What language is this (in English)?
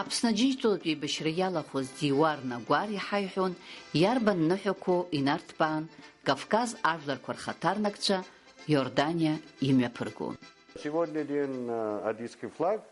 Abkhazian